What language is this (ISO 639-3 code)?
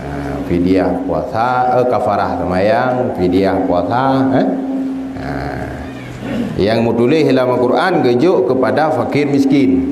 ace